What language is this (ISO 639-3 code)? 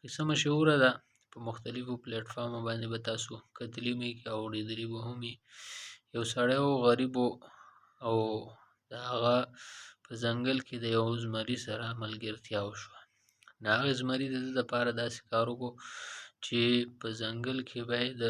pus